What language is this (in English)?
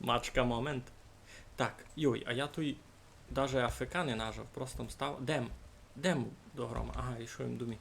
Rusyn